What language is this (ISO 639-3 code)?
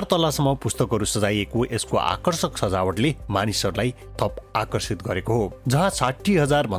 nep